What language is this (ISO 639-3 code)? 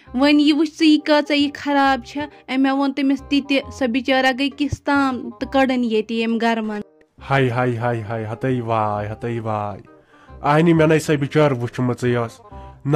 kas